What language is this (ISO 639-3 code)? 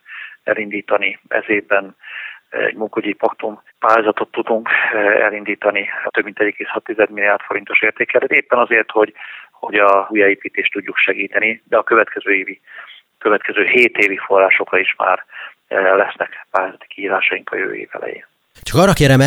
hun